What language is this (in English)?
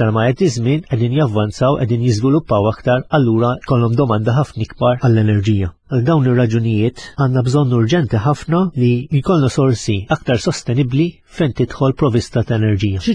Maltese